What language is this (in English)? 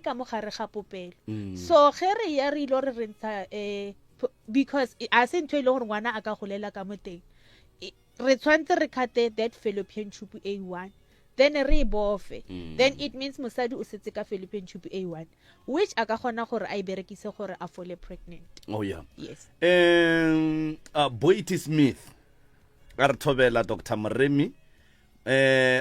Northern Sotho